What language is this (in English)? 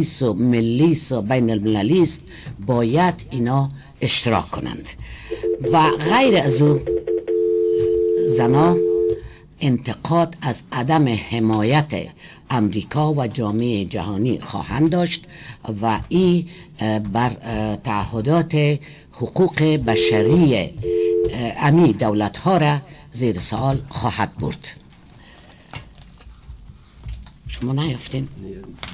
Persian